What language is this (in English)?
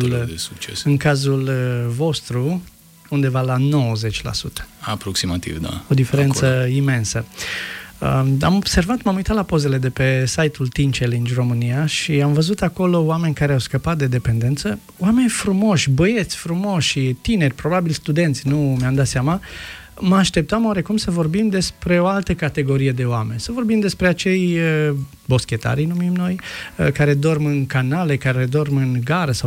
Romanian